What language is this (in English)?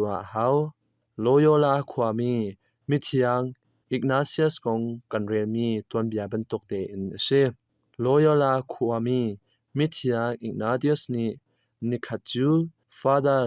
Hakha Chin